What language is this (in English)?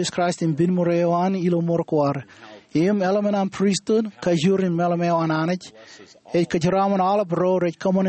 Marshallese